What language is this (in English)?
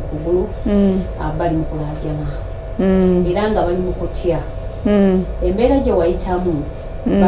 Ganda